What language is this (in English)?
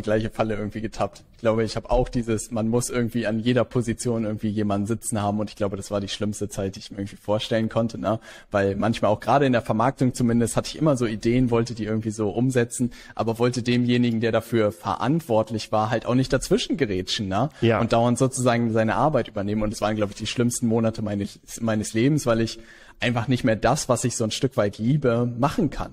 German